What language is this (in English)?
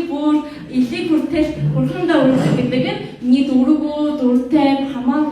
Mongolian